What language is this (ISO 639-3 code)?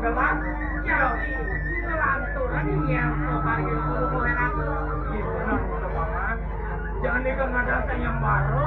ban